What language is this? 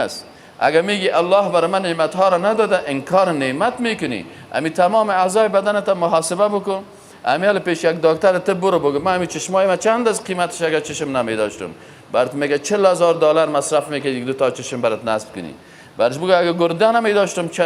Persian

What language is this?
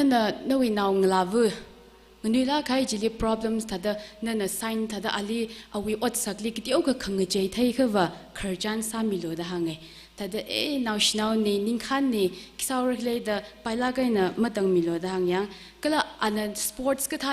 Tangkhul Naga (India)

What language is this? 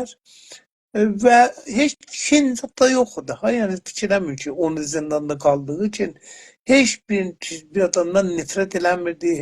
South Azerbaijani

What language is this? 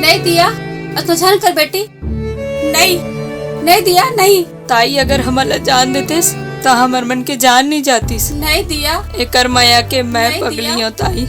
Chhattisgarhi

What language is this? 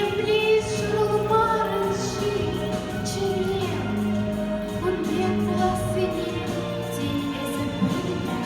Chuvash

